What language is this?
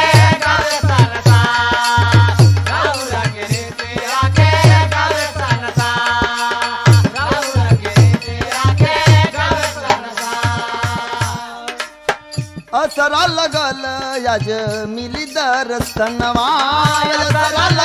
Bhojpuri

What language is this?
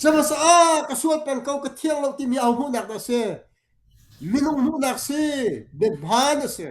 Hakha Chin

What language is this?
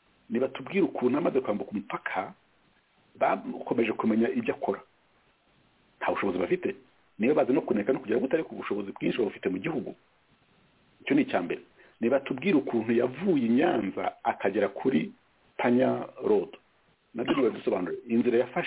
Kinyarwanda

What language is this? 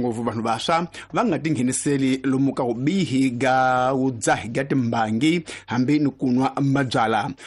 Tsonga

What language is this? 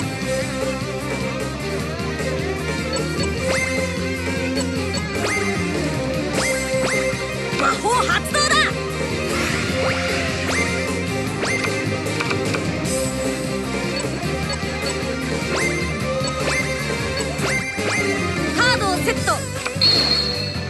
Japanese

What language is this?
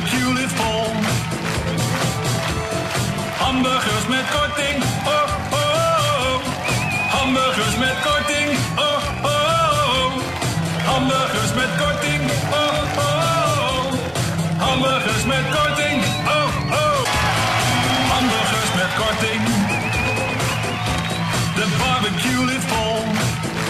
Dutch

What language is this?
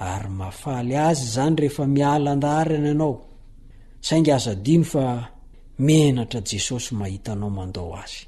Malagasy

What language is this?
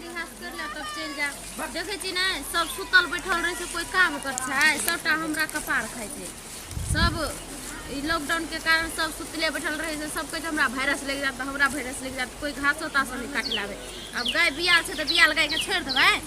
Maithili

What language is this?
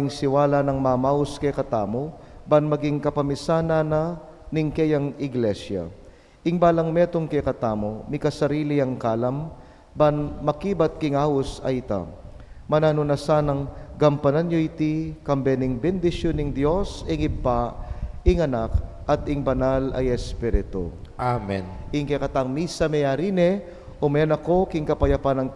Pampanga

